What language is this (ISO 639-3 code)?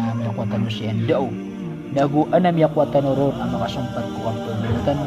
mrw